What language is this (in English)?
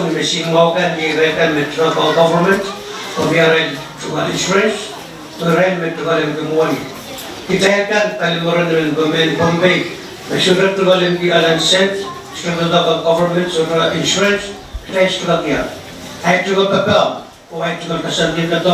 Pohnpeian